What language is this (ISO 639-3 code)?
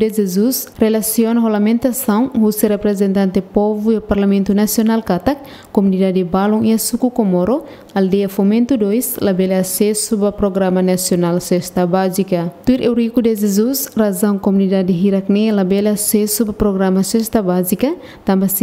tet